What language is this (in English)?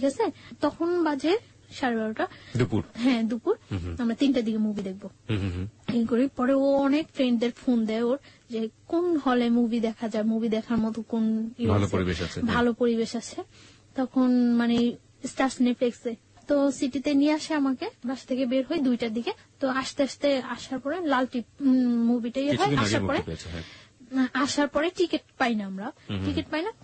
Bangla